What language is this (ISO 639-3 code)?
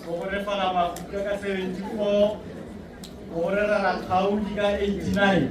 tsn